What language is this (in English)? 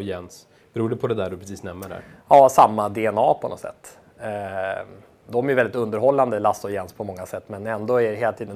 Swedish